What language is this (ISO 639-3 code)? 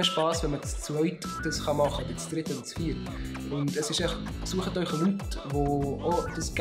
gsw